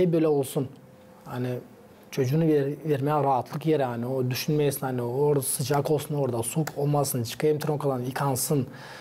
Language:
Gagauz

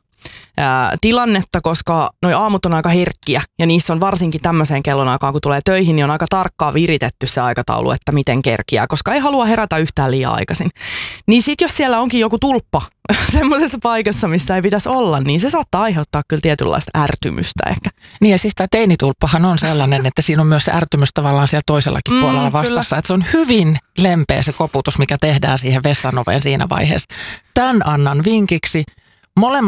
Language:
Finnish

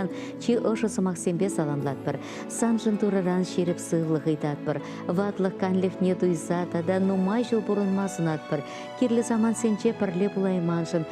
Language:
Chuvash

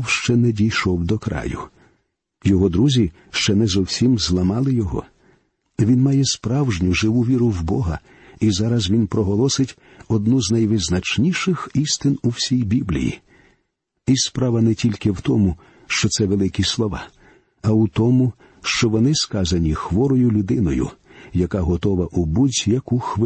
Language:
Ukrainian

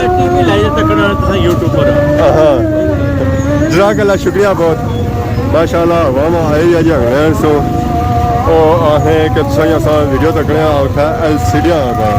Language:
Pahari-Potwari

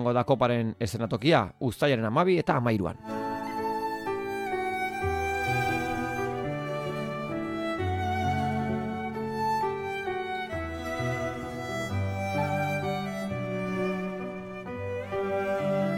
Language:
Basque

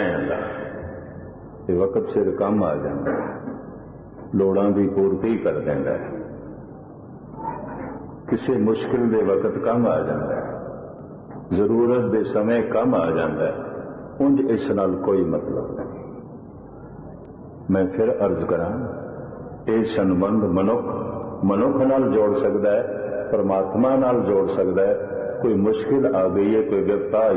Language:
Punjabi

